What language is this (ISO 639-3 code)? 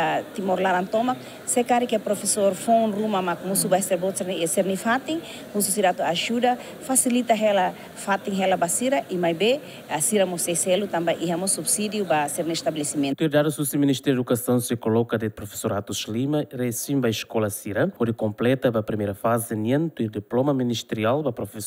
tet